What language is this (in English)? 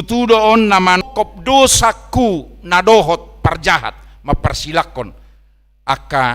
Batak Toba